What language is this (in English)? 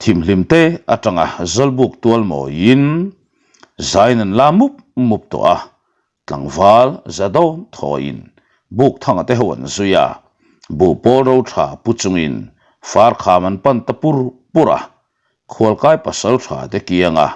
Mizo